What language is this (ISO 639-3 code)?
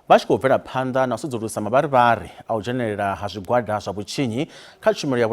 ven